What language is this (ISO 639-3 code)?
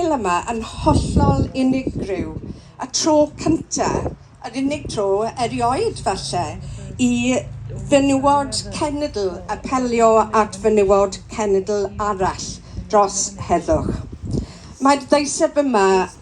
cym